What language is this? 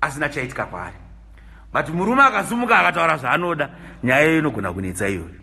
Shona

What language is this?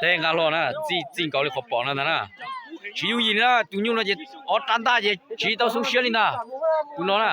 Hmong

